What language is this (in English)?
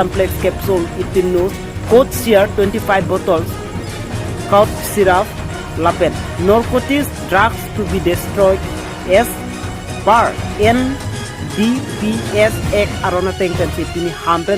Karbi